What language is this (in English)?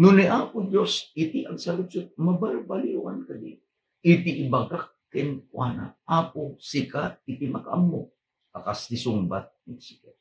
Iloko